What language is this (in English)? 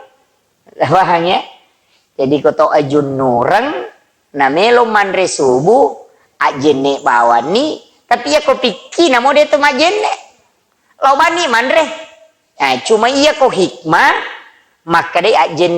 Buginese